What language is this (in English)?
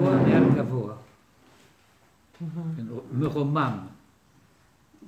Hebrew